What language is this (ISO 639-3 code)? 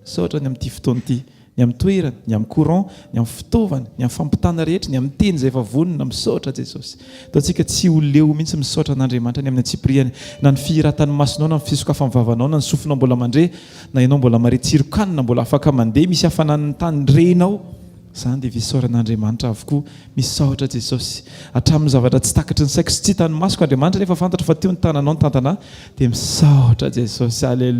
mlg